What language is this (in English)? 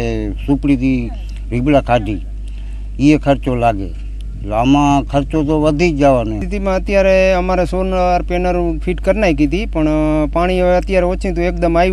Gujarati